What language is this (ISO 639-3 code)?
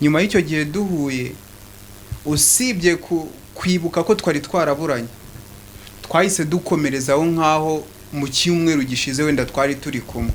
kin